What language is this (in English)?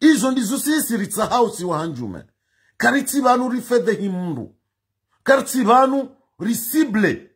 Ngazidja Comorian